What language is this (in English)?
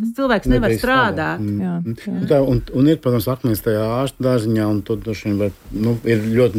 Latvian